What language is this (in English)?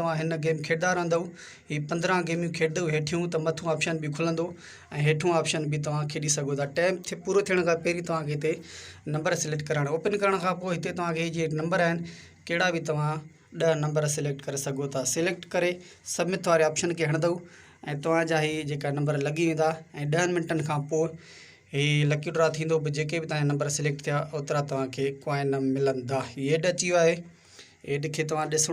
Sindhi